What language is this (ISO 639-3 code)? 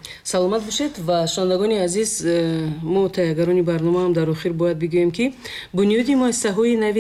tgk